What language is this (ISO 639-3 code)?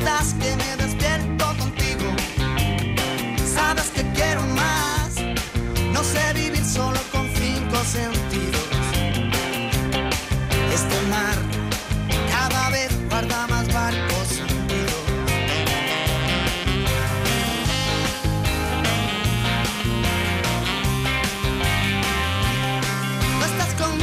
spa